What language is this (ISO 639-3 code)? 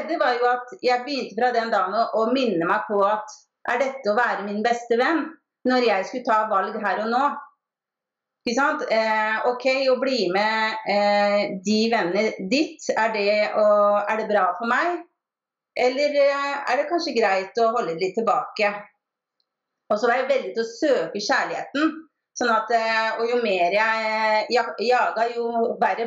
nor